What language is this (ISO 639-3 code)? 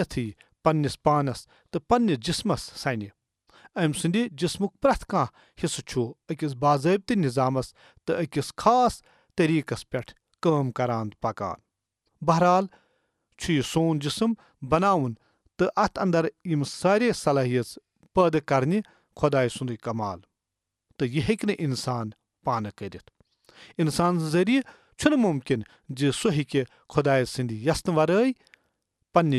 kas